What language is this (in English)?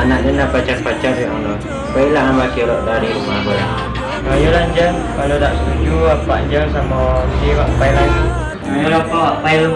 Minangkabau